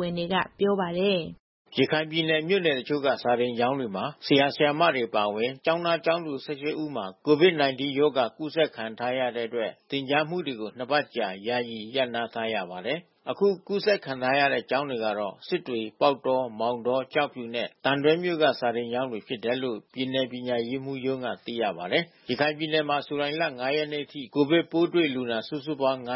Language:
Burmese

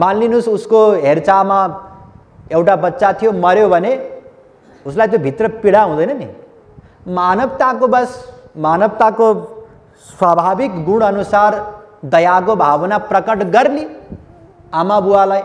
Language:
Nepali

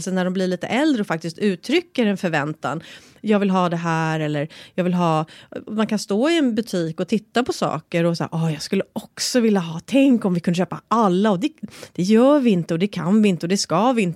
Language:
Swedish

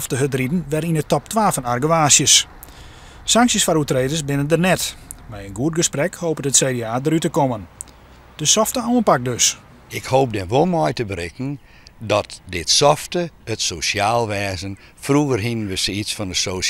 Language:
Western Frisian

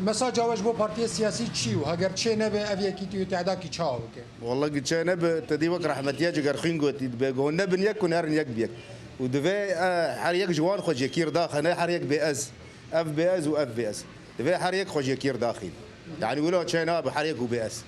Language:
Kurdish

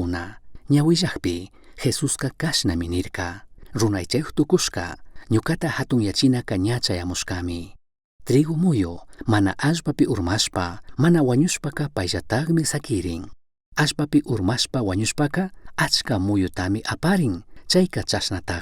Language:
Chimborazo Highland Quichua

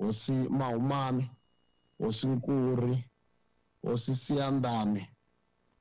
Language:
Tsonga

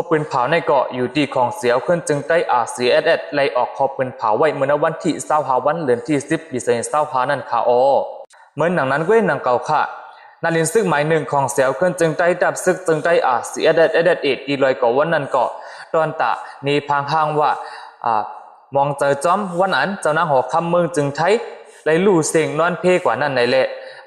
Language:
Shan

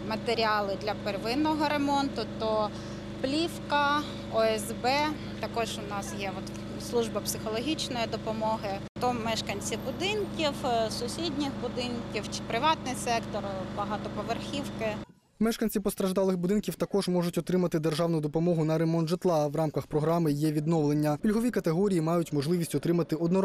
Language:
Ukrainian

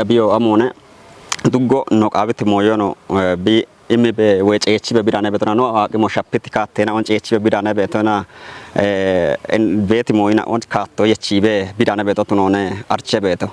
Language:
Kafa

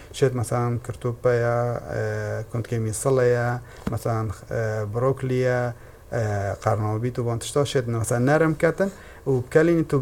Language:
Kurdish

